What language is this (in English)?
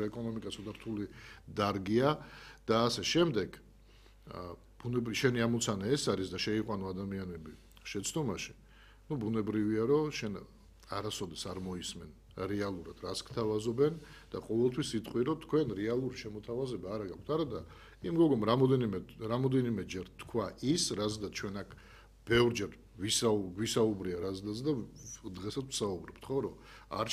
Georgian